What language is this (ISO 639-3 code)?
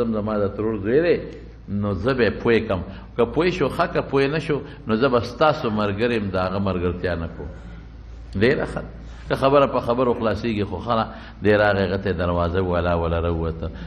pus